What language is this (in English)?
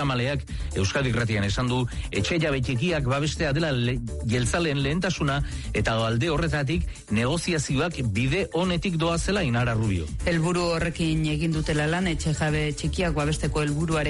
Basque